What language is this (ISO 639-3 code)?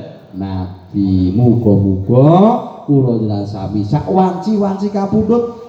jav